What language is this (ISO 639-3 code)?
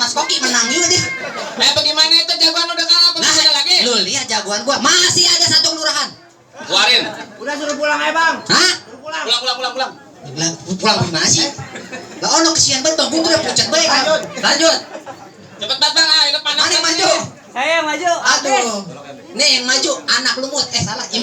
bew